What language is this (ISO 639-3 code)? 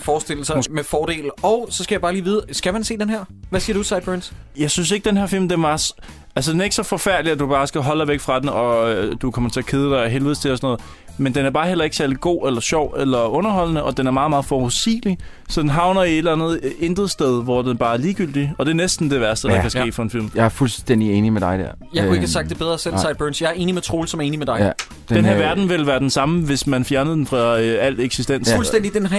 dan